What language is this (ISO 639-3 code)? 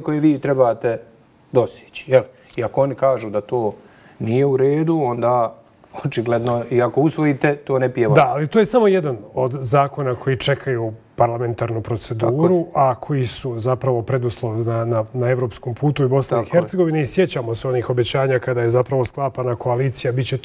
bos